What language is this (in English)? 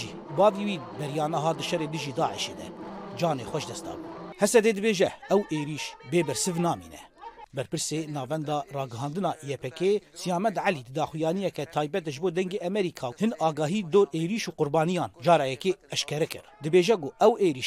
Kurdish